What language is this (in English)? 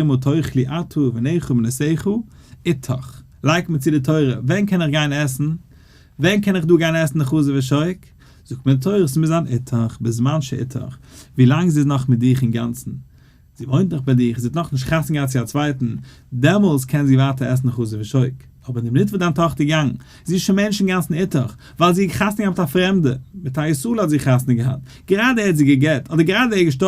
Yiddish